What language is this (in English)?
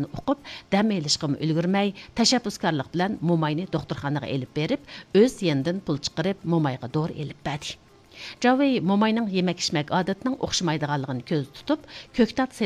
Uyghur